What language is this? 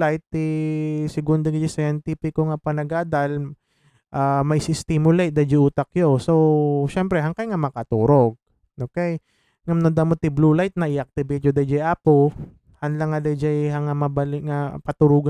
Iloko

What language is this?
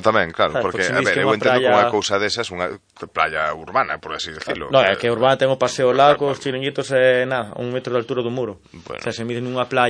Galician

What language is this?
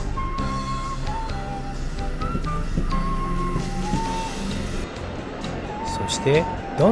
Japanese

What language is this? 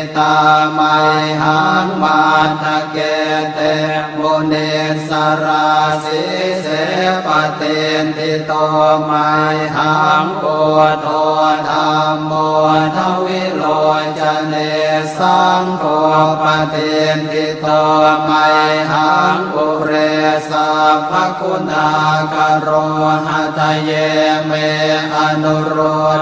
Pali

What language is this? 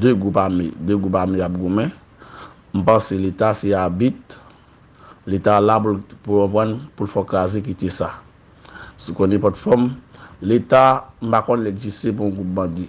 Haitian Creole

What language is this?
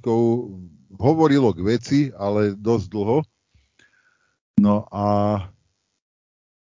Slovak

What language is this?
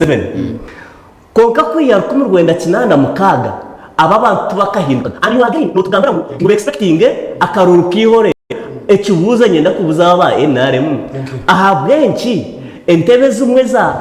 Nyankole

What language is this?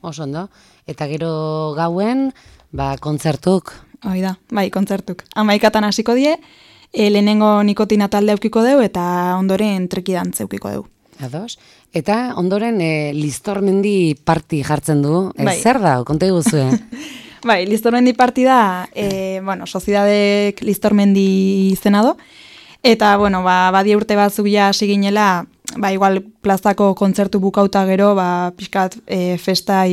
Basque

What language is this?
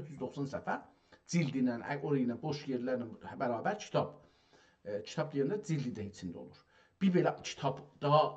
South Azerbaijani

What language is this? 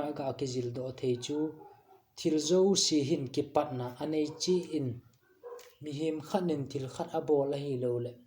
Thado Chin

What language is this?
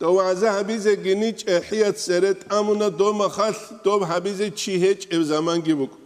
Avaric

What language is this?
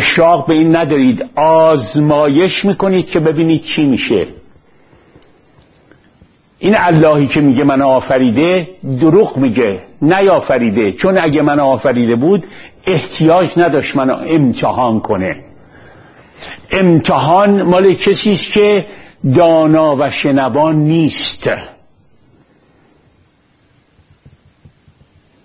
Persian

